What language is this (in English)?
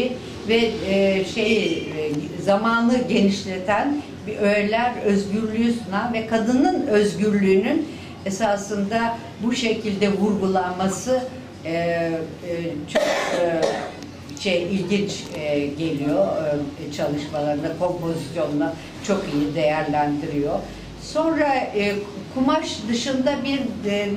Turkish